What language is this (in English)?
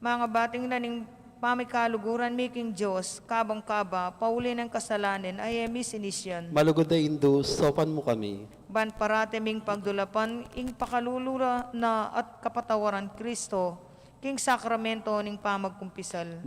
Pampanga